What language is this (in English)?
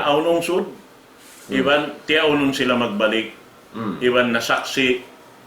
Tausug